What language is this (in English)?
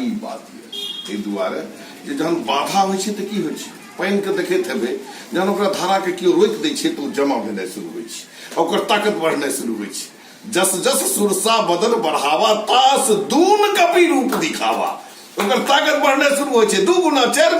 Maithili